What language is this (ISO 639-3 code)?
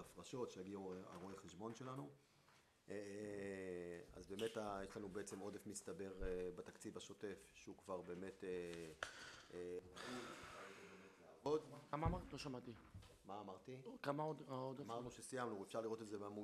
heb